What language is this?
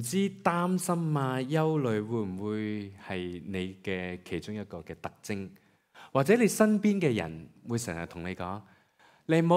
Cantonese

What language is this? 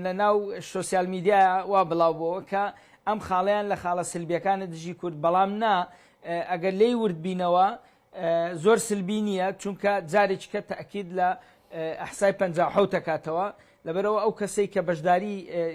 Central Kurdish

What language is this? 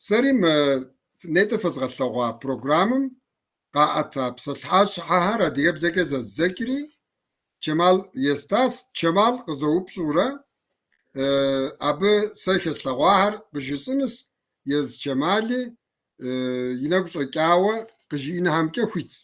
Kabardian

